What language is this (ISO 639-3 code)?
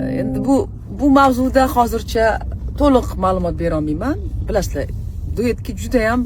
uzb